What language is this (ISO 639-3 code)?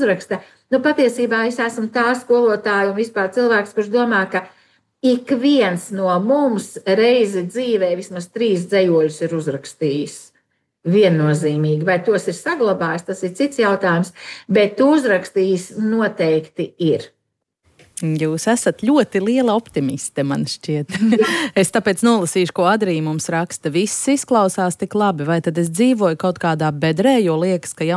lav